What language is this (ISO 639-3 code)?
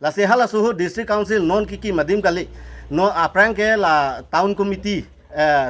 mjw